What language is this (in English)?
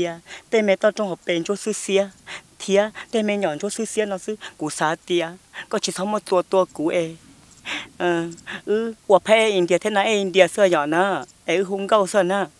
Hmong